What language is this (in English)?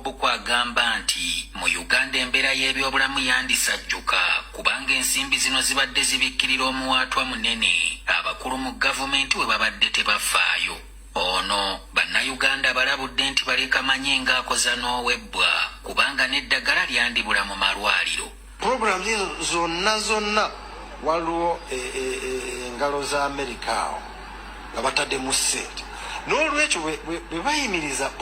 Ganda